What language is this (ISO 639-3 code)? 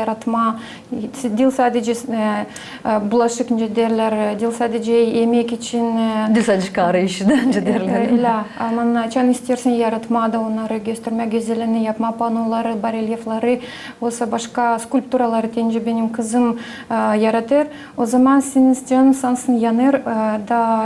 gag